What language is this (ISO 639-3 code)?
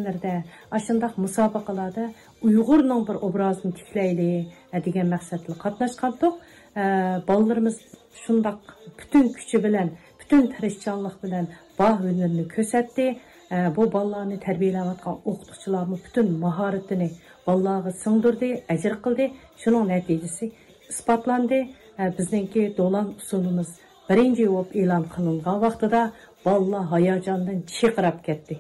uig